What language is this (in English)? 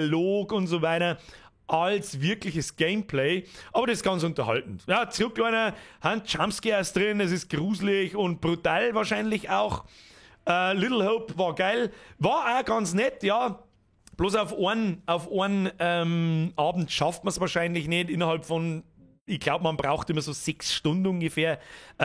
Bavarian